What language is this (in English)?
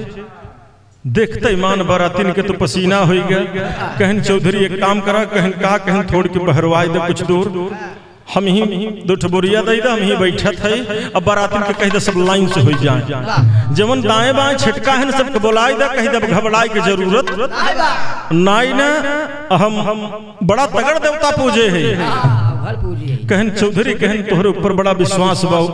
Bhojpuri